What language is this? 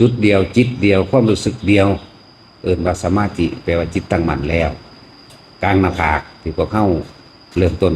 Northeastern Thai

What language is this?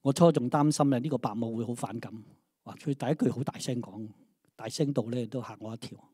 Cantonese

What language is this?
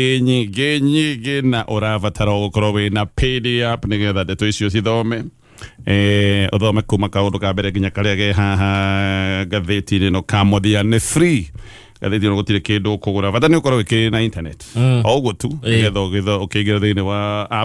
Kikuyu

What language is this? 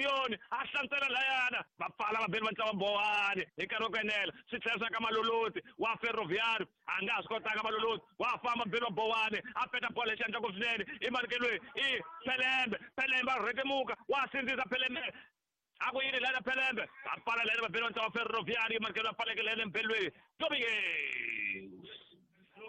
Tsonga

